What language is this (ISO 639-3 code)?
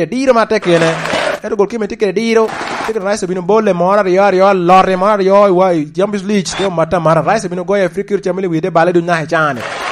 laj